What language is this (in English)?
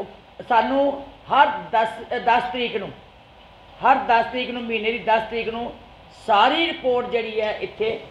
Punjabi